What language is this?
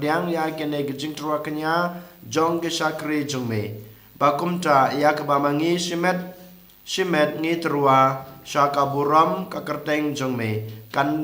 Khasi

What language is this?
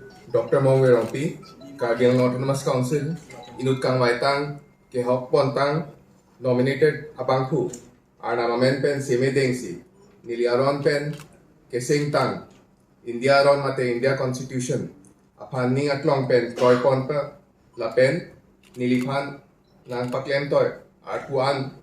Karbi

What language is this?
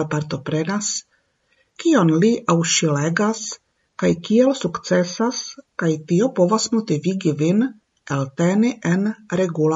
Esperanto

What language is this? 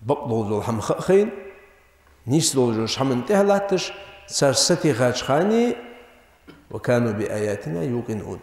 Ingush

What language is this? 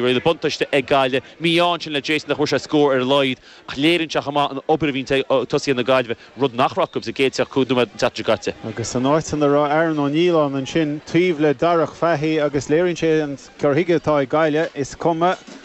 Irish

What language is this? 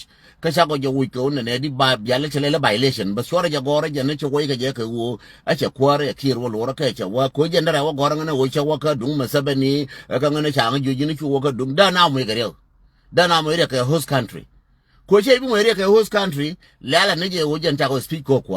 Nuer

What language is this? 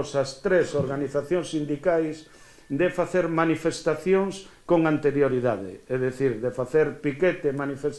Galician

